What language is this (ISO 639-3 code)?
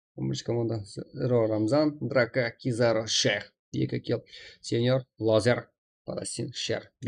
kaa